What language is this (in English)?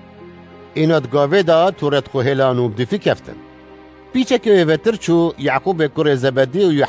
Kurdish